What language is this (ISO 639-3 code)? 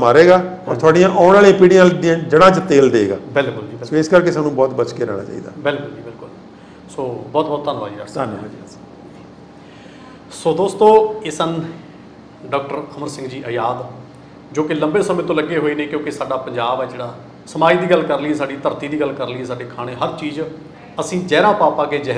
pan